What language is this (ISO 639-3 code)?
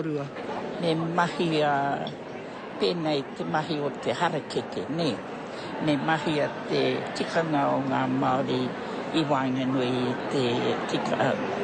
mri